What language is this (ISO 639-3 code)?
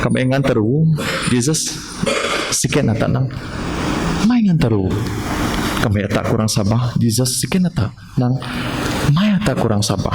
bth